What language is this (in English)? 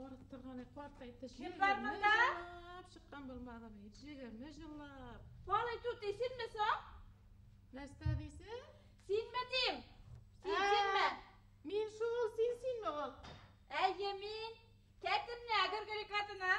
Bashkir